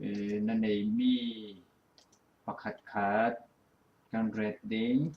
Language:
Falam Chin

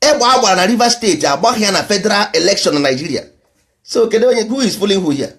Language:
Igbo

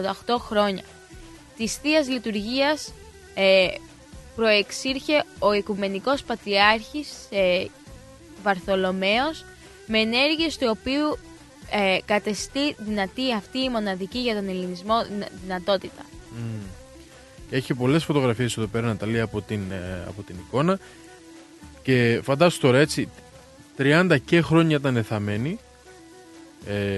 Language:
Greek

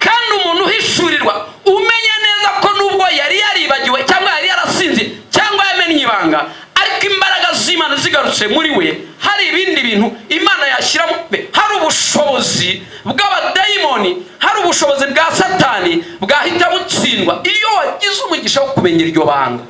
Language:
Kinyarwanda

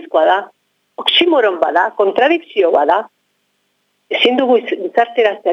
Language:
Basque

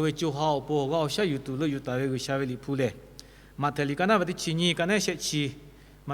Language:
Lahu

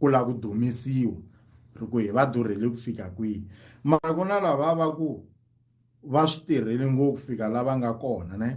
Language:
Tsonga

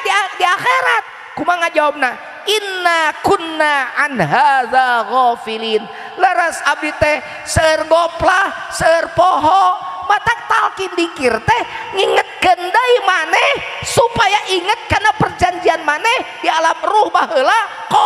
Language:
Sundanese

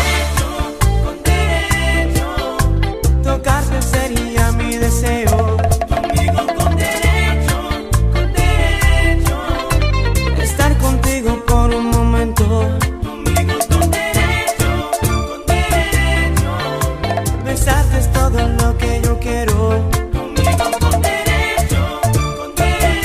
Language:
Spanish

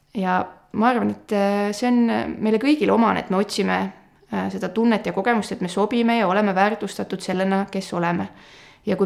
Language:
Estonian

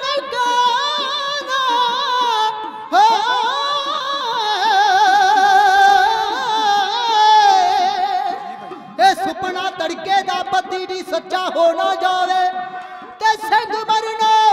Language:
Punjabi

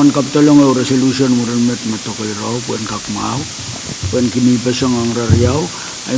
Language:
Pohnpeian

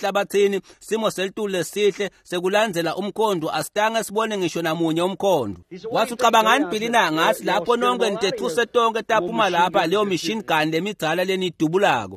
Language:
Swati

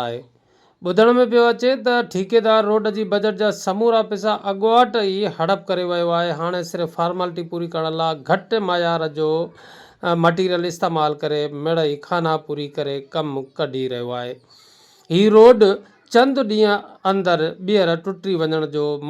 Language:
Sindhi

